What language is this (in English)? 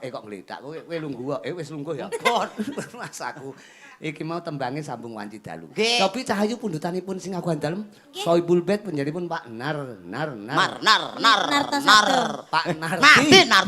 Javanese